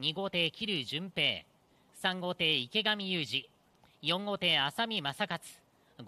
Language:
Japanese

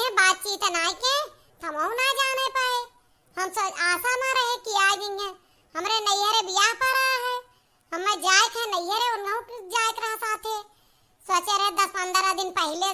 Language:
Awadhi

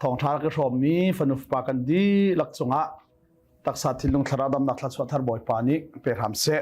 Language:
Hakha Chin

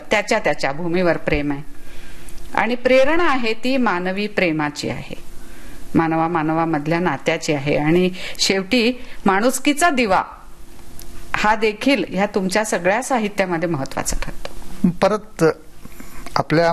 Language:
Marathi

